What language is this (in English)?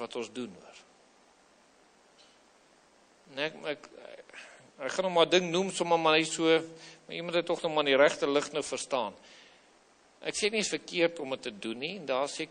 Afrikaans